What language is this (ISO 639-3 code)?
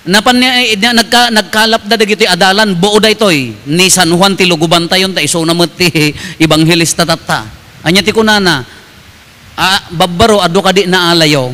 ilo